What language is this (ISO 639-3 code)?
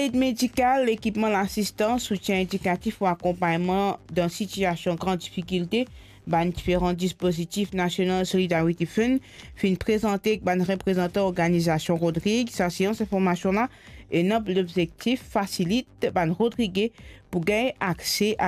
mfe